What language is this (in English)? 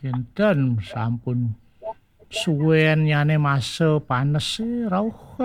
Balinese